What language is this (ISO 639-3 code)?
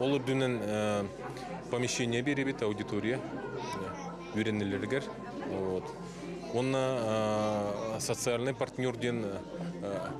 sah